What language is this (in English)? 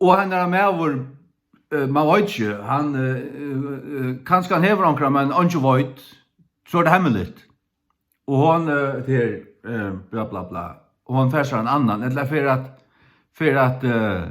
Faroese